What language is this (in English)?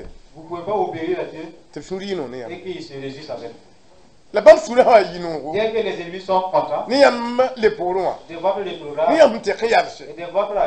Mossi